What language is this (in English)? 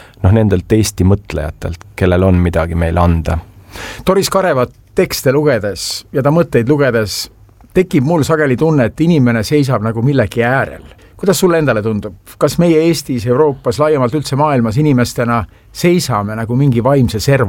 Estonian